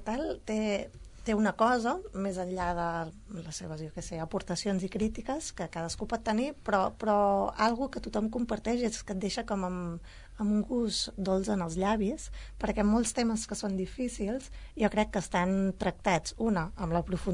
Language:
Catalan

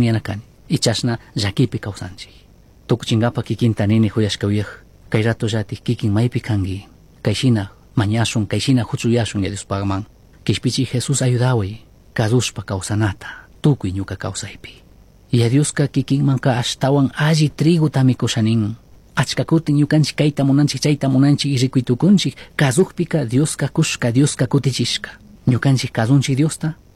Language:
Chimborazo Highland Quichua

